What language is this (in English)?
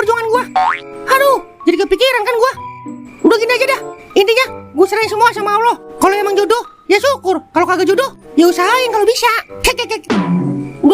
Betawi